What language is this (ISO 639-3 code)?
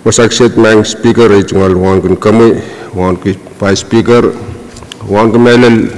pon